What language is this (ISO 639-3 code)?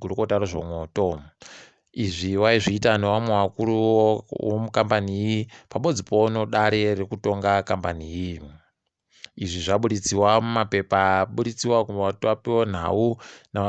ndc